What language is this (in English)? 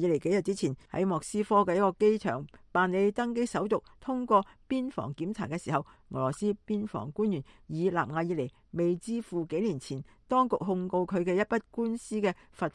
Cantonese